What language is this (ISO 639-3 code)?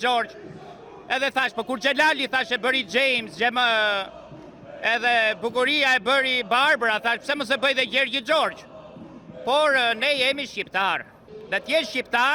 sqi